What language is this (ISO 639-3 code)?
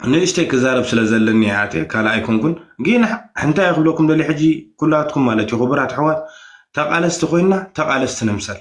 tir